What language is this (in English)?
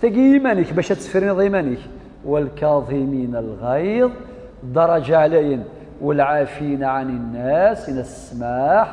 Kabyle